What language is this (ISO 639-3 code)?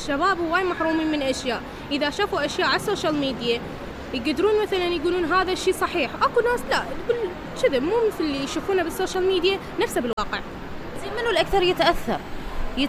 acm